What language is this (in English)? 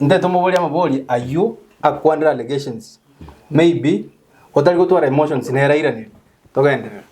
Gusii